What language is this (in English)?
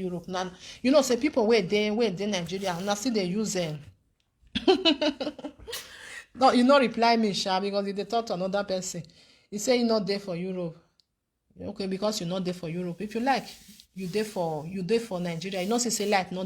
Nigerian Pidgin